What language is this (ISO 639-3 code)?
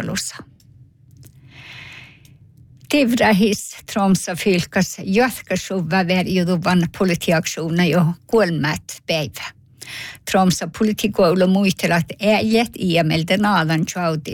sme